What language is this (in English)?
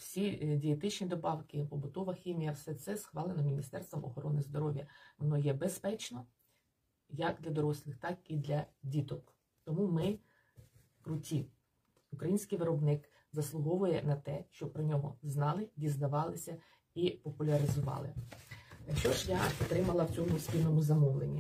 Ukrainian